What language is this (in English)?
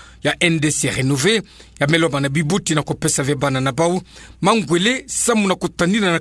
Kituba (Democratic Republic of Congo)